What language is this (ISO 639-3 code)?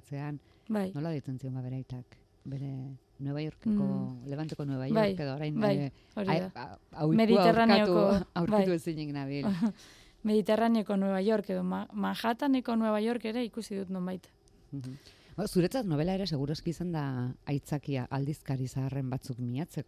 eus